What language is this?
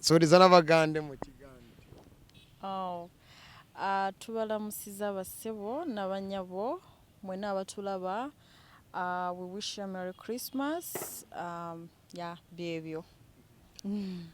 Kinyarwanda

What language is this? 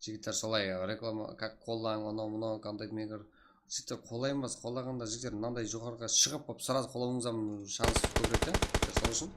Kara-Kalpak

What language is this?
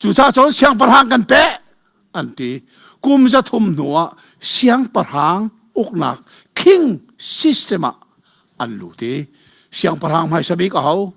Hakha Chin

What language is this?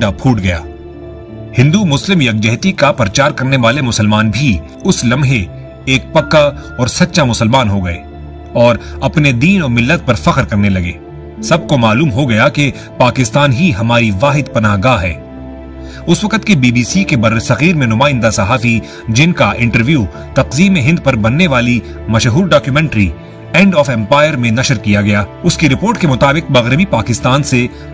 Urdu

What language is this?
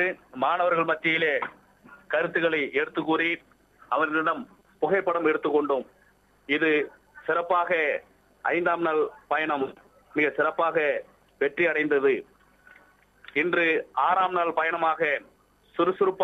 Tamil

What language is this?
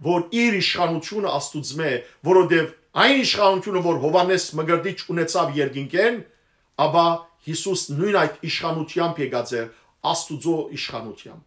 Western Armenian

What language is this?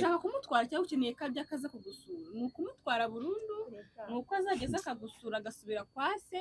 Kinyarwanda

